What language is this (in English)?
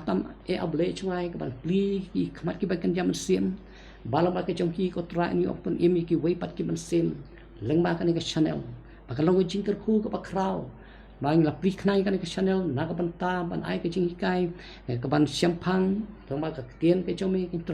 Khasi